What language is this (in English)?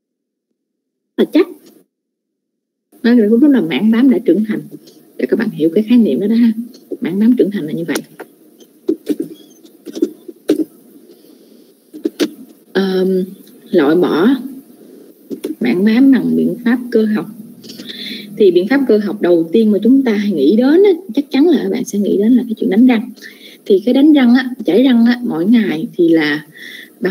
Vietnamese